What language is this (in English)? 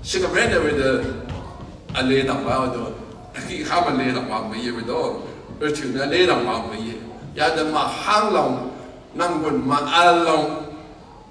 Rawang